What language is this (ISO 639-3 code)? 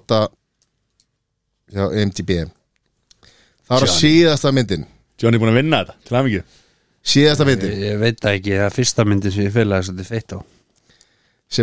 isl